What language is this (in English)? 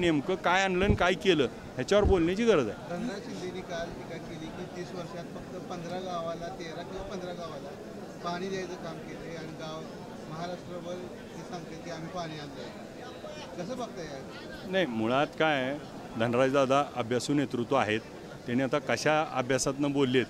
Marathi